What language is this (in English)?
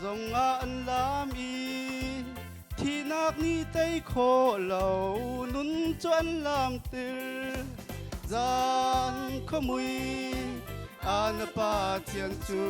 Hakha Chin